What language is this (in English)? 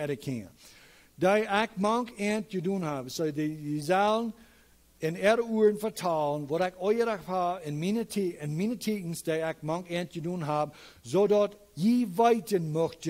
Plautdietsch